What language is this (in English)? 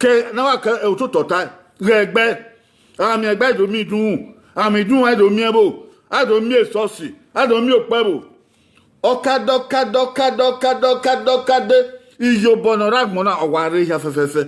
Bini